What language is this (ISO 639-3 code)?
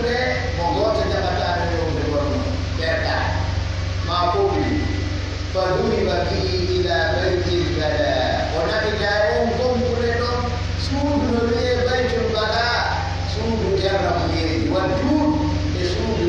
fuf